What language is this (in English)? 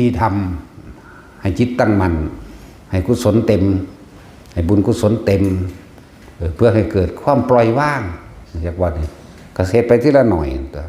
Northeastern Thai